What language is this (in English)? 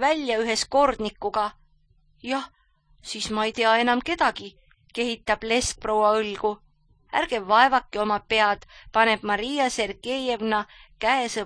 Estonian